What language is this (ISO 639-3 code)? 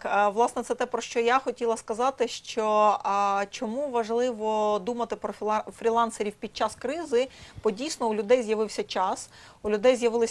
ukr